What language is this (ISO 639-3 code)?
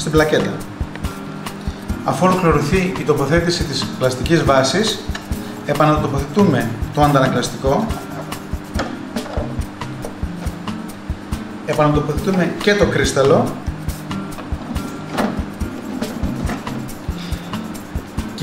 ell